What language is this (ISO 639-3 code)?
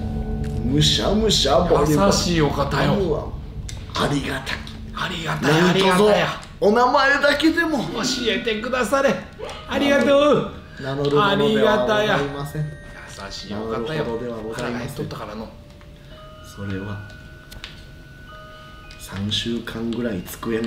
jpn